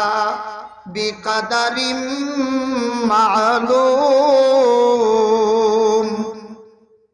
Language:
Bangla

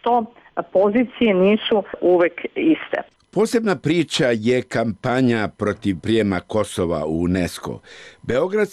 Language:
Serbian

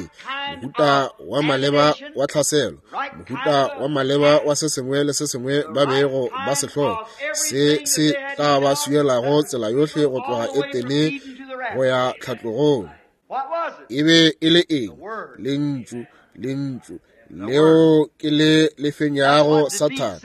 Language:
Northern Sotho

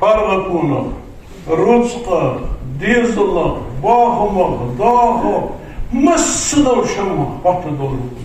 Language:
Ingush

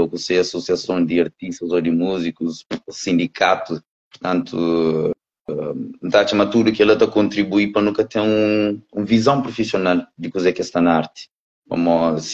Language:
Kabuverdianu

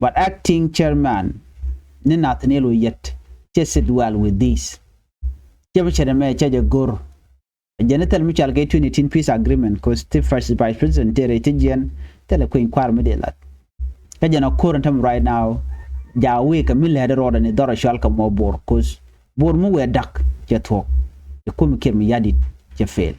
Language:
Nuer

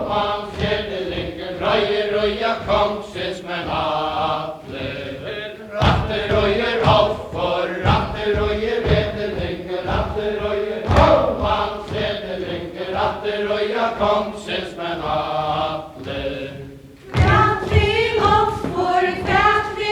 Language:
Faroese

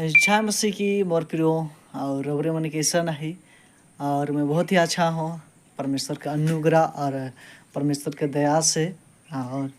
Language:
Sadri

